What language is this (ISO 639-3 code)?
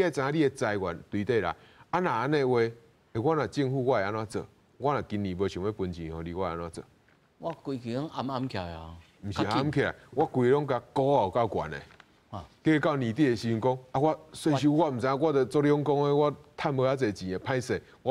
nan